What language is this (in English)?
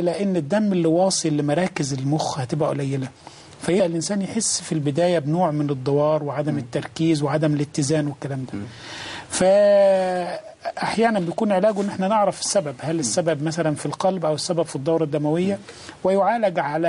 Egyptian Arabic